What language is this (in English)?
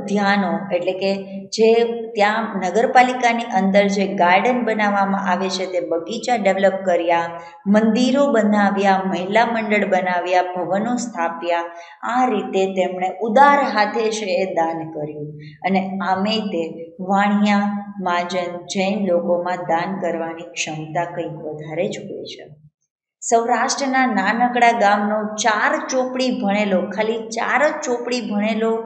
Gujarati